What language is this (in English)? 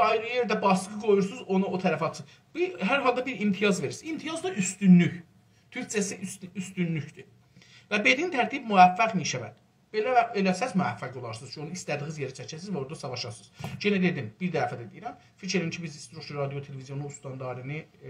South Azerbaijani